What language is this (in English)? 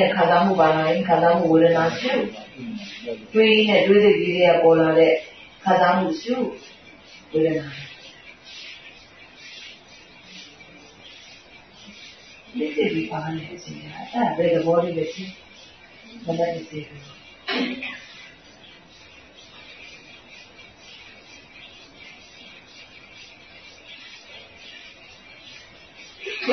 Burmese